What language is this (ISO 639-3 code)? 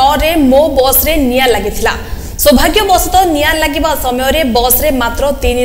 ori